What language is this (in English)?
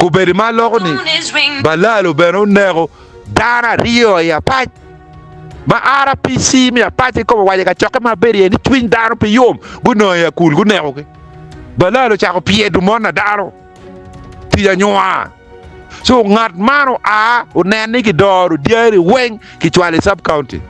Acoli